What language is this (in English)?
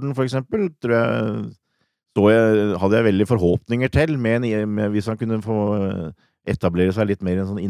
Norwegian